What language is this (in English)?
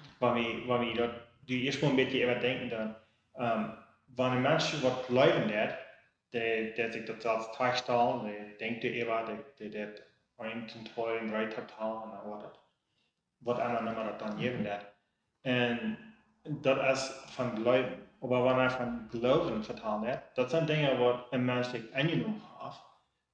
Plautdietsch